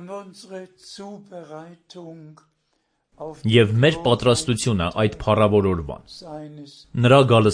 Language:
Armenian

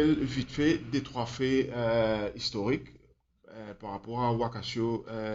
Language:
Morisyen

